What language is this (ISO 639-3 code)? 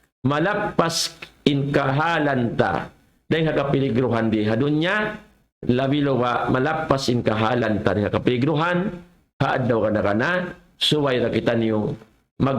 tsg